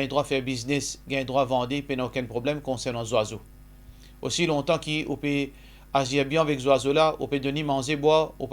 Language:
Morisyen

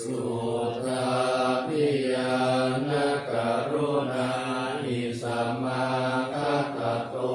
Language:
Pali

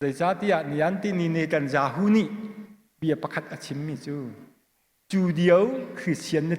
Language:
Hakha Chin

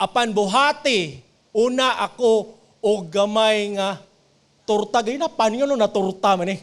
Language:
Cebuano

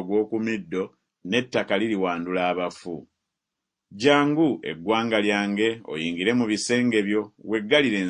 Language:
Ganda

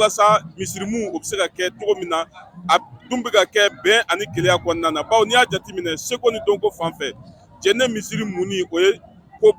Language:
Bambara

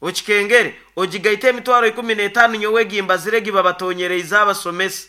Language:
Nyoro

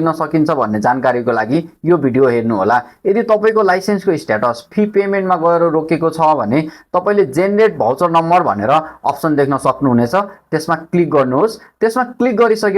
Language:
Nepali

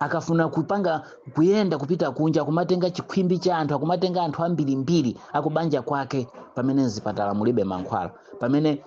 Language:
Nyanja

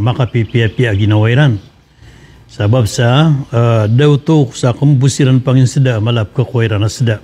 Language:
Maranao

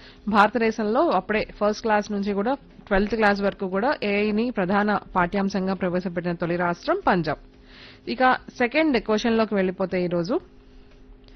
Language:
Telugu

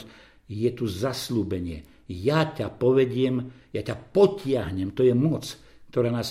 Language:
Slovak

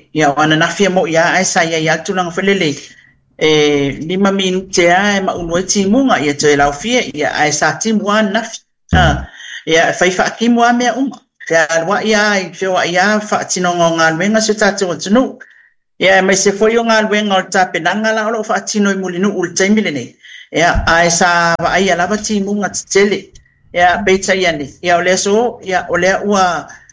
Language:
Samoan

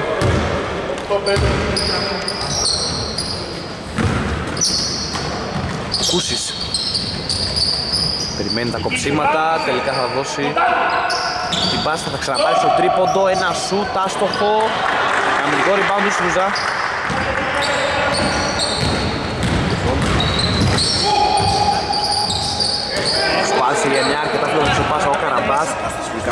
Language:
Greek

